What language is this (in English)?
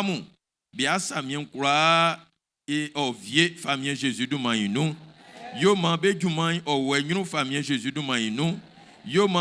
Baoulé